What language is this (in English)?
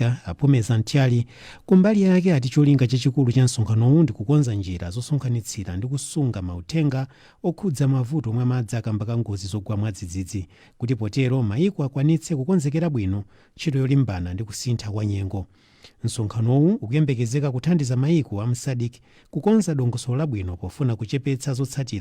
Nyanja